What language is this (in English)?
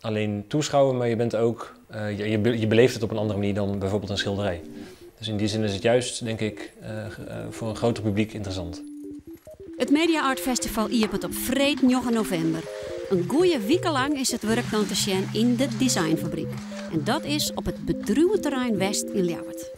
Western Frisian